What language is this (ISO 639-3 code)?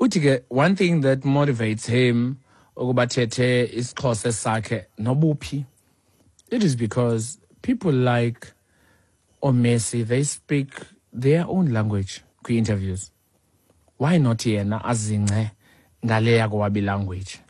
xho